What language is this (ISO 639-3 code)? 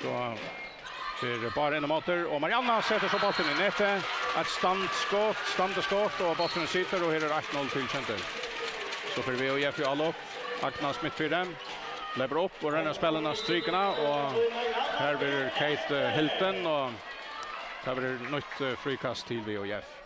fao